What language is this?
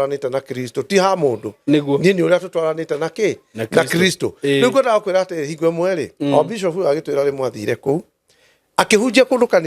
Kikuyu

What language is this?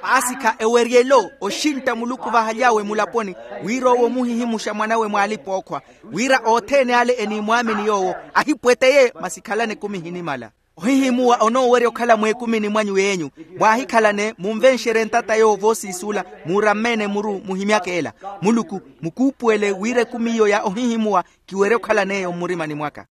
Makhuwa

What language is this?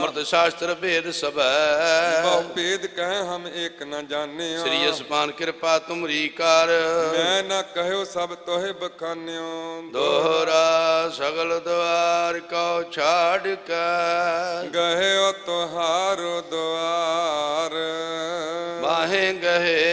Punjabi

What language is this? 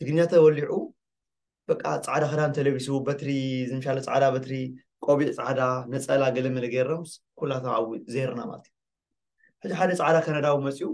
Tigrinya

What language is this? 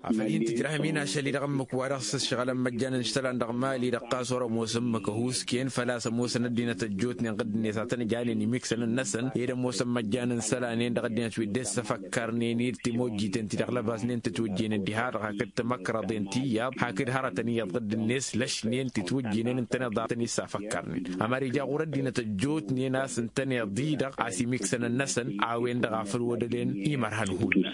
Tamasheq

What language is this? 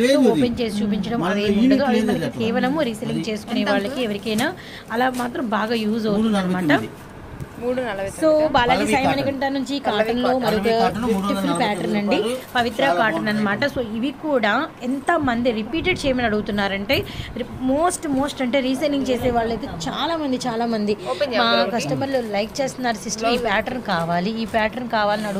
Telugu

